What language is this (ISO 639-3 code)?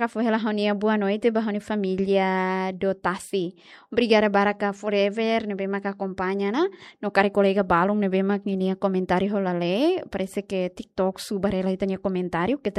tet